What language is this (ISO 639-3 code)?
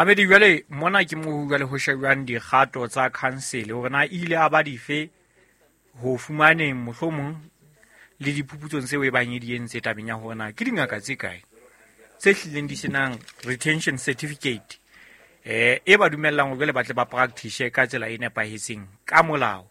sot